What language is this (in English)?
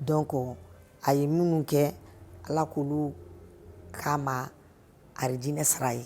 Bambara